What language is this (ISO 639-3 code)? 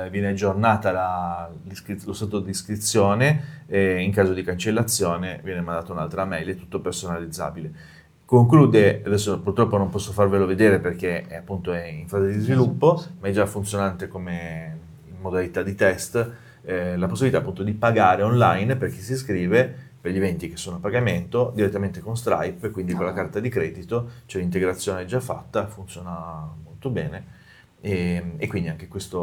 ita